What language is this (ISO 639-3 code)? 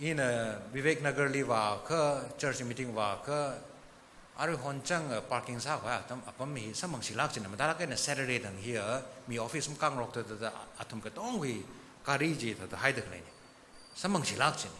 nmf